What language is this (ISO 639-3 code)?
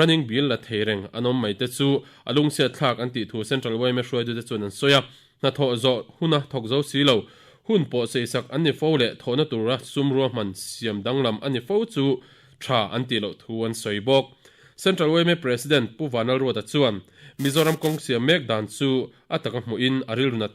lus